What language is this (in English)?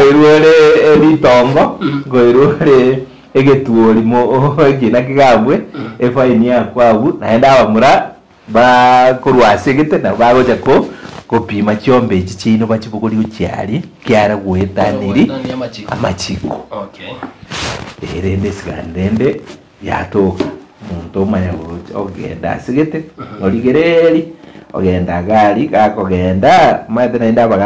Gusii